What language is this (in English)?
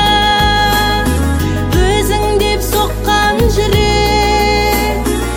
Kazakh